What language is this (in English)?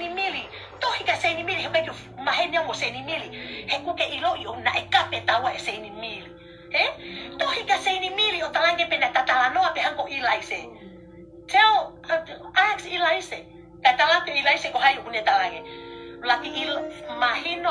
Tongan